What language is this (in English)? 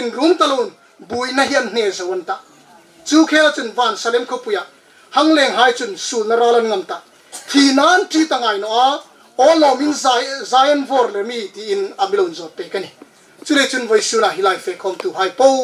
Hmar